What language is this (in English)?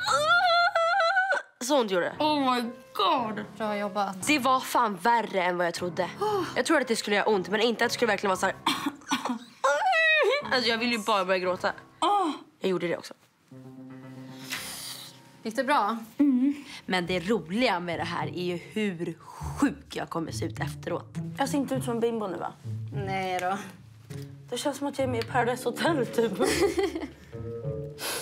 Swedish